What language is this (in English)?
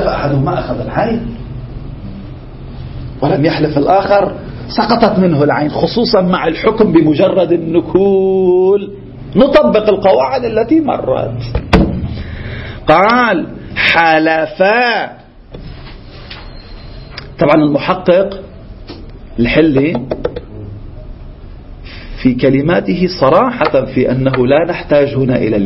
Arabic